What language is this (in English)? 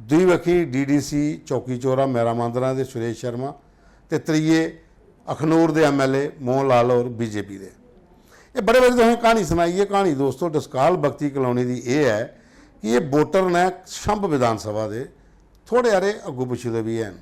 Dogri